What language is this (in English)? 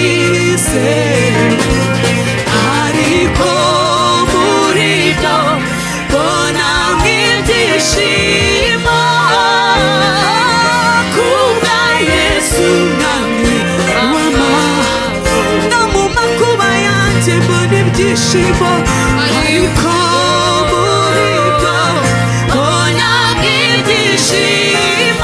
Kinyarwanda